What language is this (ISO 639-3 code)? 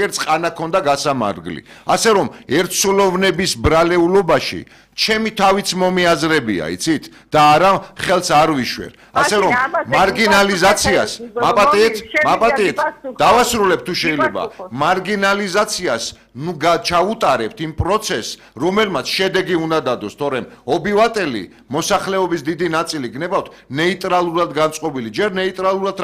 kat